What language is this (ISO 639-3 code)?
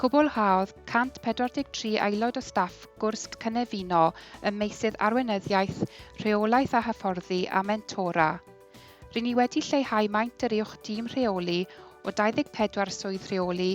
cym